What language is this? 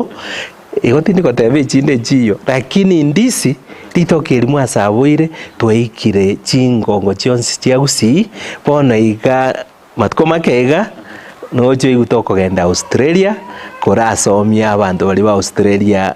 Gusii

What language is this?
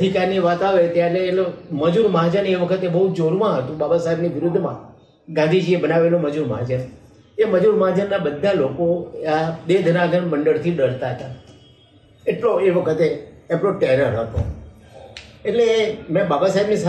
Gujarati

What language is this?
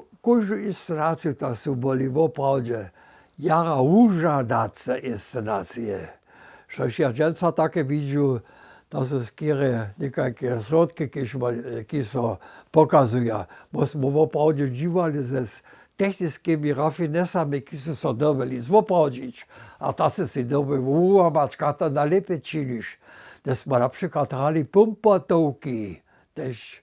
Upper Sorbian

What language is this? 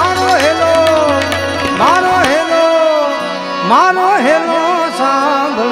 Gujarati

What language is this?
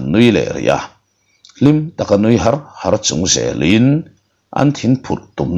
Mizo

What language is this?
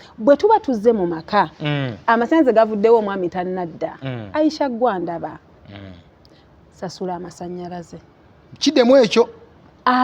Ganda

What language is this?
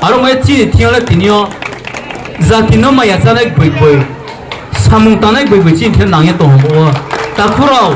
Riang (India)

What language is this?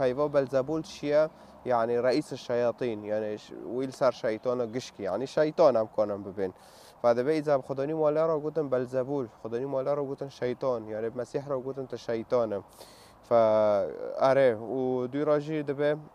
Kurdish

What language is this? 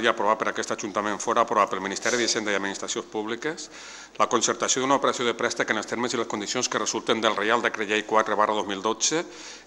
Catalan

